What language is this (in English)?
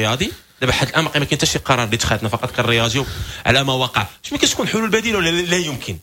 Moroccan Arabic